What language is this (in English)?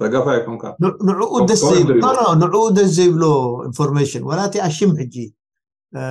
Tigrinya